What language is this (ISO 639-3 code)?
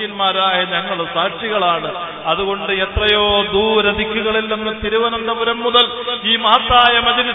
mal